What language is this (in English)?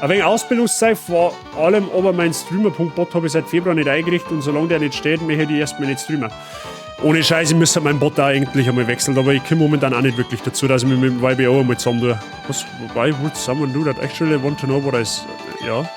Bavarian